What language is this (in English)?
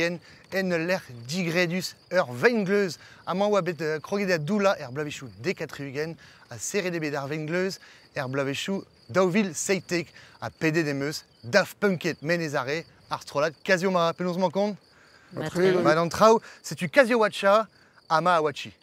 Breton